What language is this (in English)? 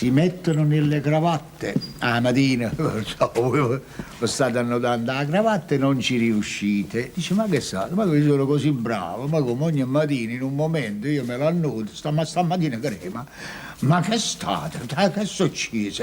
Neapolitan